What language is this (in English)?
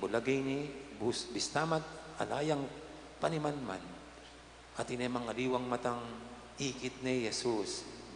Pampanga